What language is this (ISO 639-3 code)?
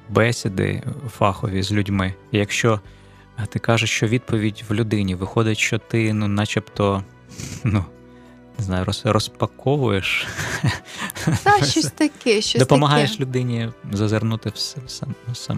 ukr